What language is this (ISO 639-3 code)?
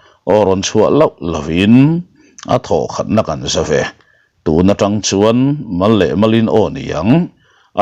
lus